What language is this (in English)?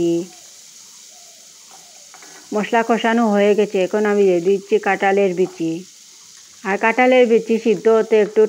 Bangla